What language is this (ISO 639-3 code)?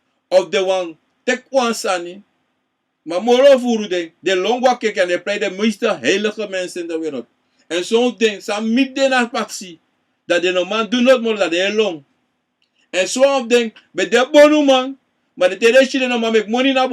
srn